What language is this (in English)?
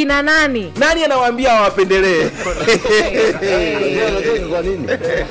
Swahili